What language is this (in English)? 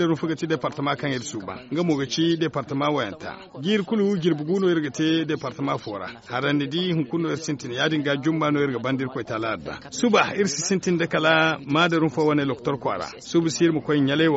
Zarma